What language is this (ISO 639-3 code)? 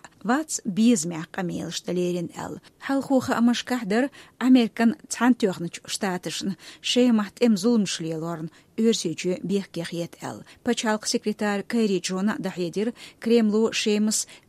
che